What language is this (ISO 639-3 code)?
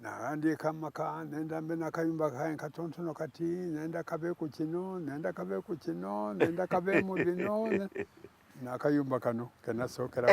xog